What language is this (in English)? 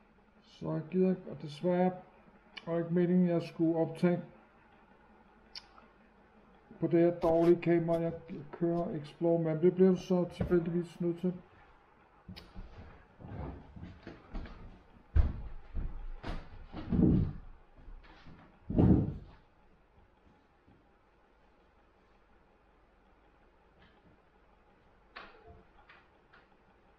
Danish